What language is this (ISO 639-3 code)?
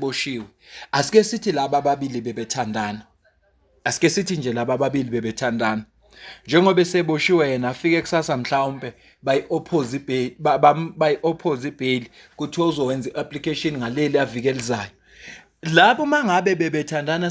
zul